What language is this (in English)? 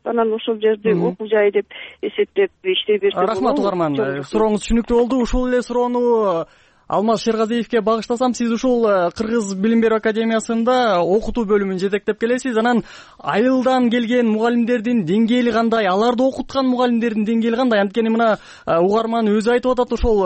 Kyrgyz